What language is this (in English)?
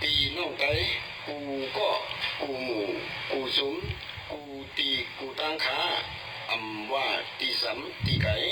Shan